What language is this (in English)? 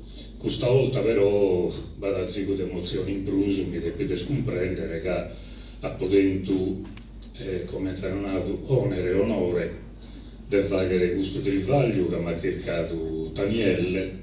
Sardinian